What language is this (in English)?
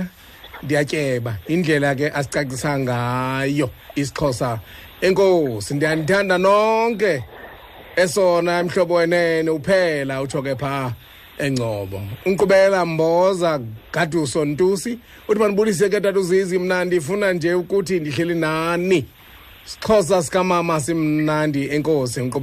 Xhosa